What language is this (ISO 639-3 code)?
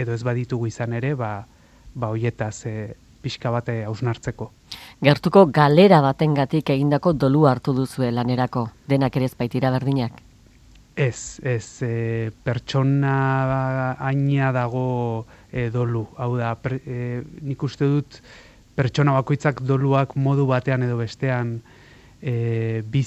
eus